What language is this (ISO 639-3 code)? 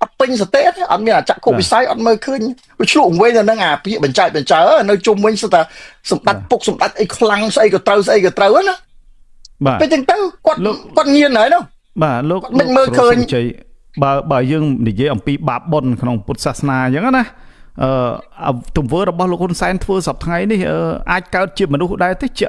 khm